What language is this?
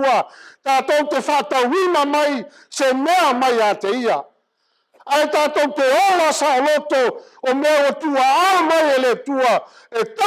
Samoan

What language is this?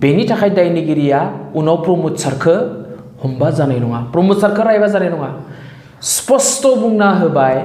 Bodo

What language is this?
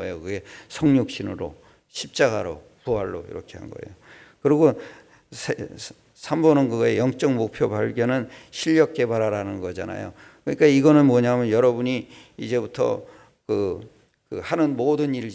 Korean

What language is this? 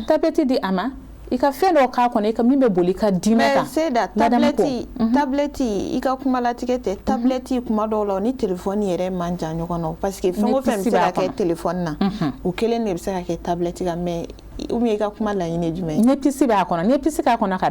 Bambara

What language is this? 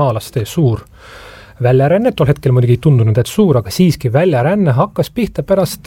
Estonian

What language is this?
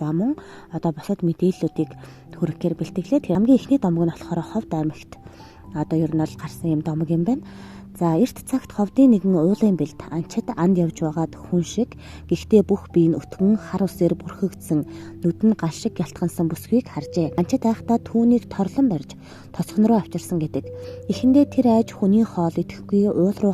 Mongolian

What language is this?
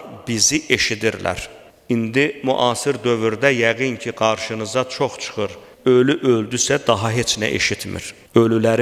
Azerbaijani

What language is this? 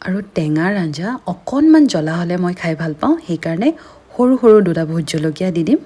Assamese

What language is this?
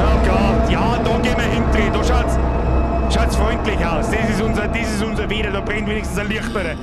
Bavarian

